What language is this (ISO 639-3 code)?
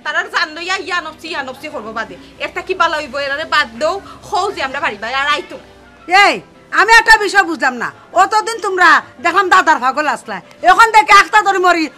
syl